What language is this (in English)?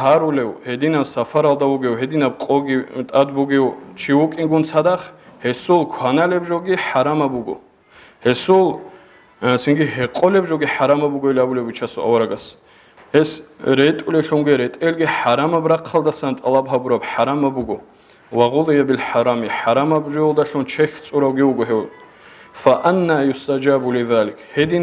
Avaric